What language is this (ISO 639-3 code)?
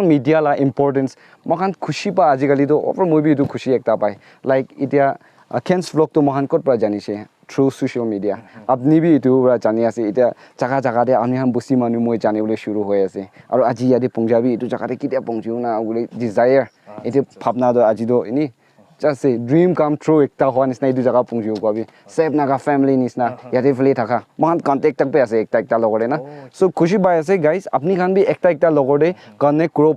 nag